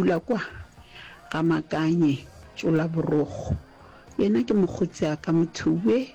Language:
Northern Sotho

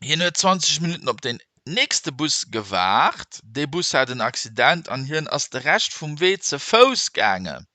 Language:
Luxembourgish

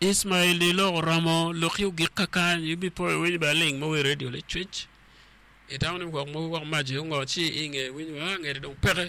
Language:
Acoli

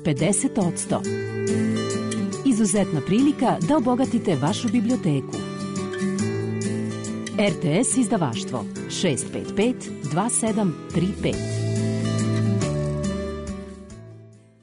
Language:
Serbian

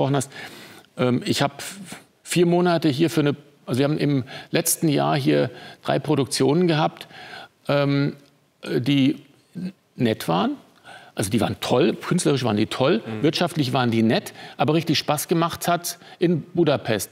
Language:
German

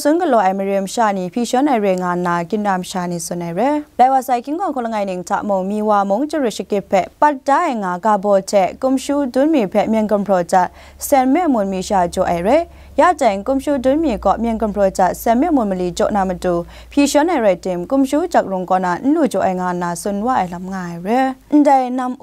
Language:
Kachin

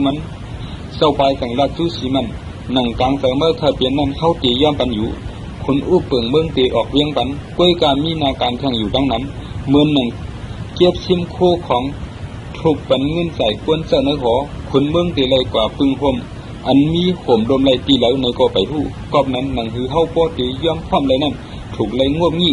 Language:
Shan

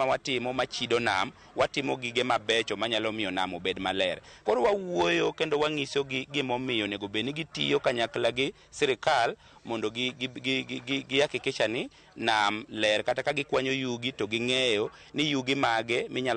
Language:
Luo (Kenya and Tanzania)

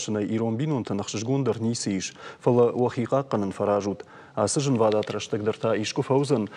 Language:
Ossetic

